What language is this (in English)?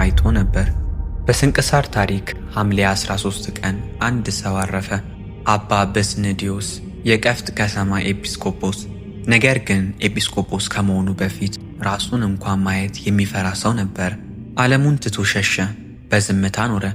Amharic